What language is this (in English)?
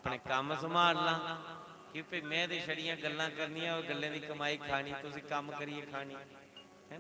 Dogri